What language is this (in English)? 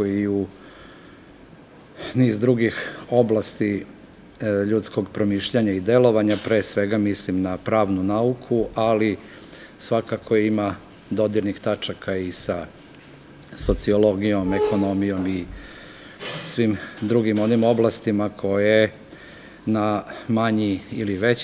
Serbian